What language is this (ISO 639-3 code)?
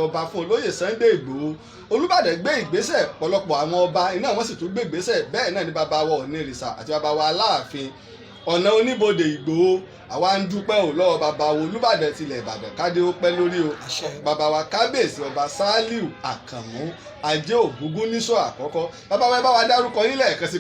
yor